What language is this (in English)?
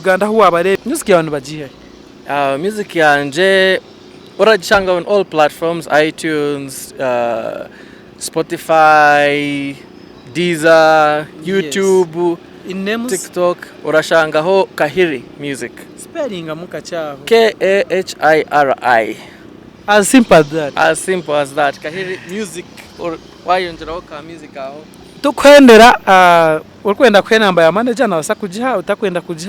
Nyankole